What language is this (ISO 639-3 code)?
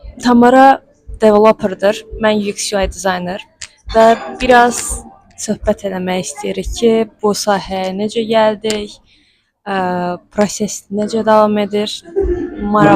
aze